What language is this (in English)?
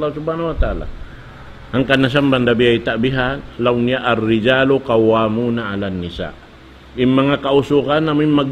Tausug